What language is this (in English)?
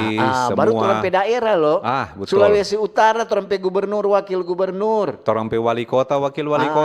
Manado Malay